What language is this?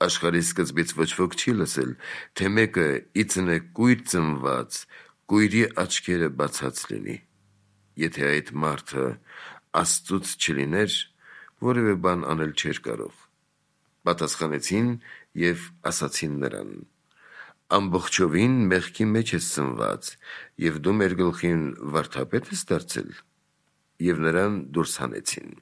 Armenian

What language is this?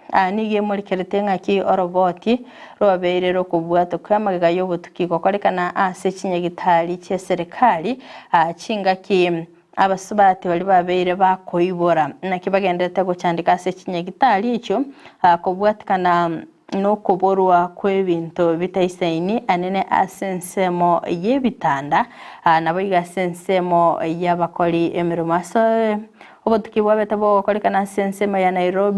Gusii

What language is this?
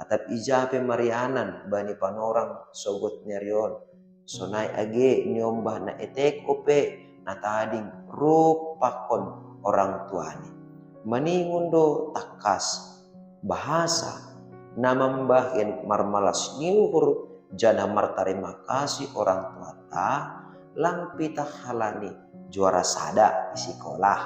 Batak Simalungun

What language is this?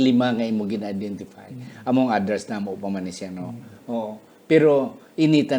Hiligaynon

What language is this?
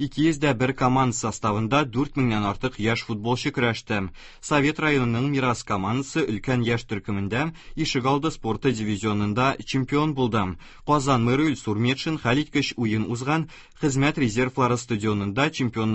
Tatar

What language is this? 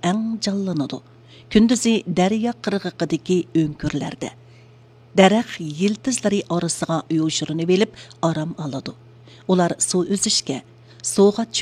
Uyghur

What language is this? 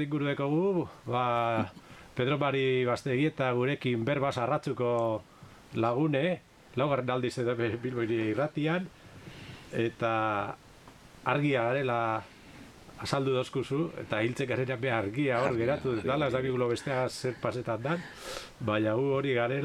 Basque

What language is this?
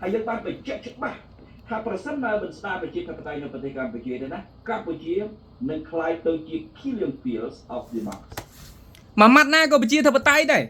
Khmer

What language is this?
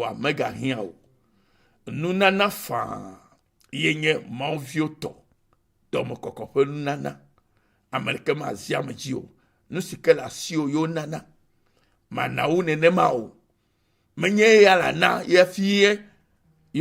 Ewe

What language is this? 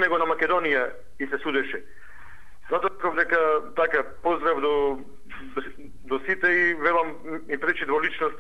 Macedonian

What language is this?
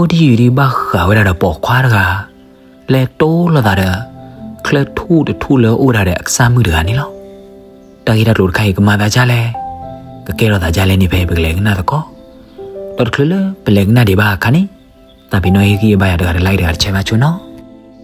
S'gaw Karen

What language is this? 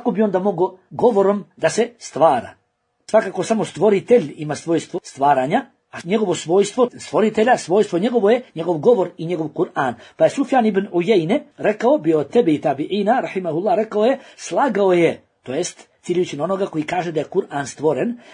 Bosnian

